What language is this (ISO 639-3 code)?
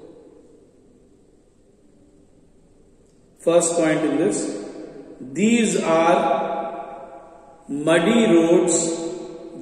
eng